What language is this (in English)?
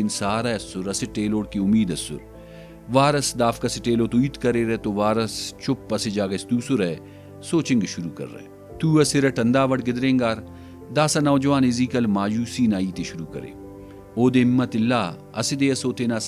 Brahui